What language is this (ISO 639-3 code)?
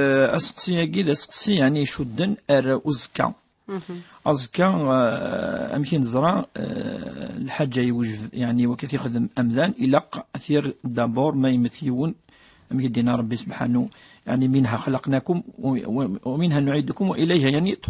kab